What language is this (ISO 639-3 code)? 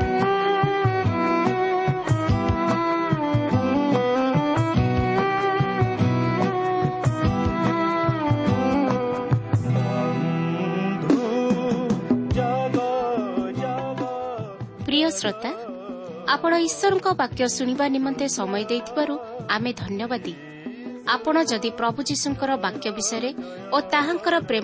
ori